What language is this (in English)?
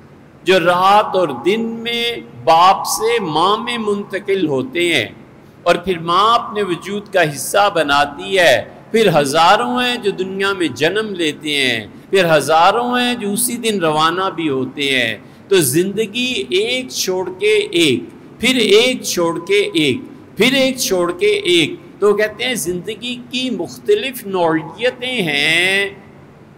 Urdu